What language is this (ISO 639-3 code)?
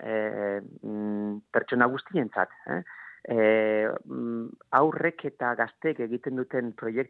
eus